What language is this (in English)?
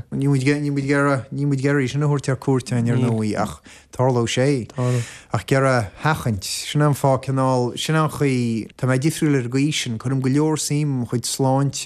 Irish